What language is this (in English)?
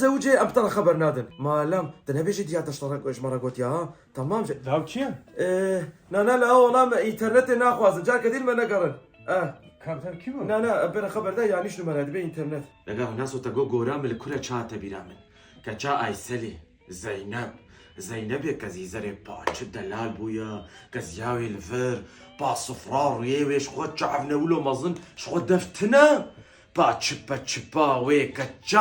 Kurdish